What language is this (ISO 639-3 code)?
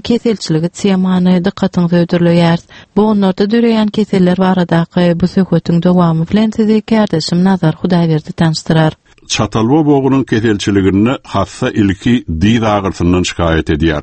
tuk